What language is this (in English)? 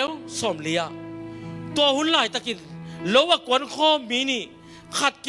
Tedim Chin